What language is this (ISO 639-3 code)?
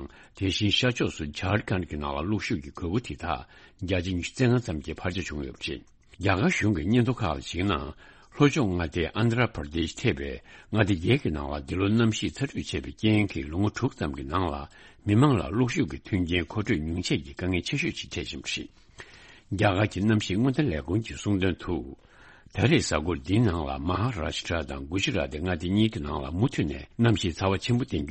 bod